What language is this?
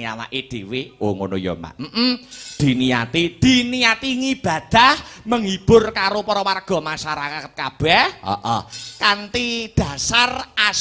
Javanese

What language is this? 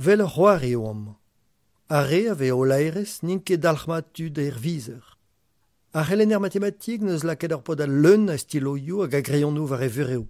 Breton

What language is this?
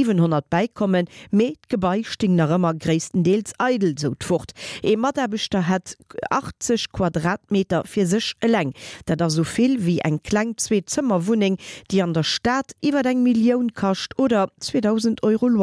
Luxembourgish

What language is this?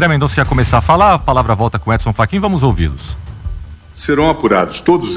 Portuguese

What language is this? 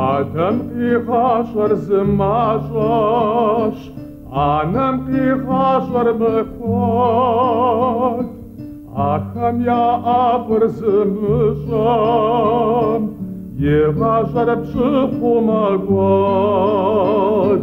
Kabardian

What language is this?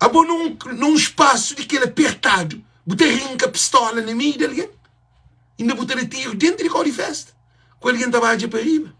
Kabuverdianu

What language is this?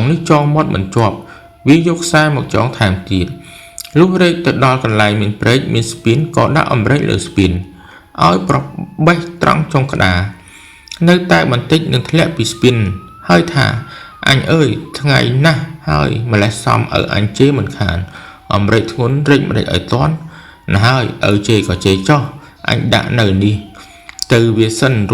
Khmer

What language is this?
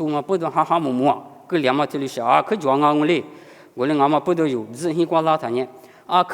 Lisu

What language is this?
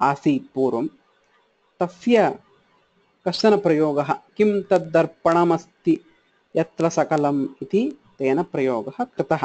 Sanskrit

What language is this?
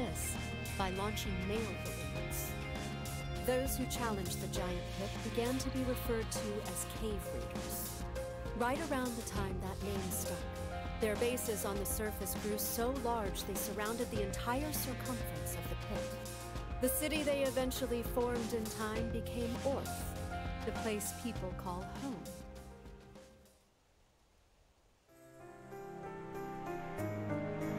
English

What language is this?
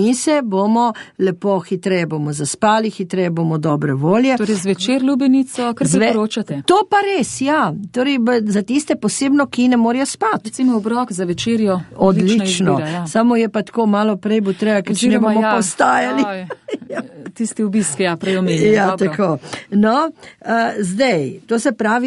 Slovenian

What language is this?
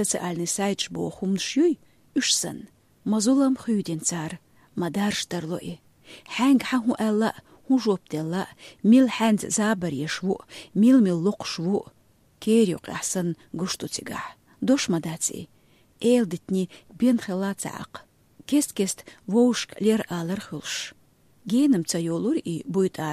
Chechen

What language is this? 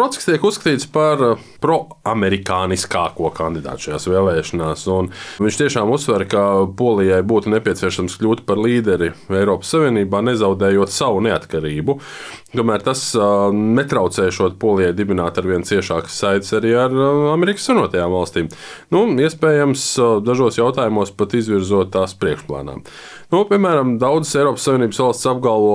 Latvian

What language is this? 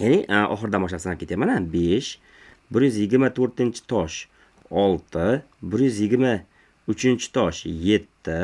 Uzbek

